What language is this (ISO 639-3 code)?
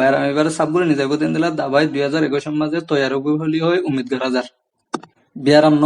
rhg